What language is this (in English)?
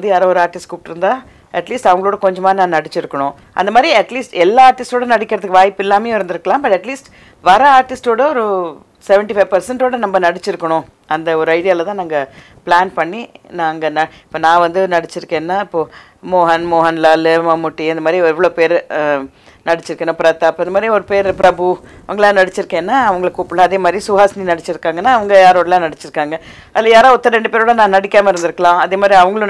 Tamil